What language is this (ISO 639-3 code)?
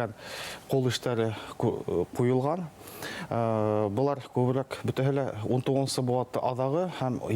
bak